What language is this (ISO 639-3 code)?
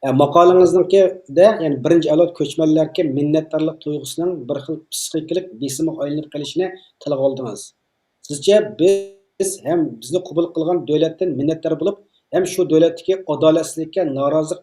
uig